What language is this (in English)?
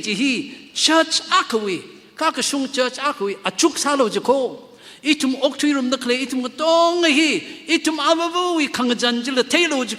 Tangkhul Naga (India)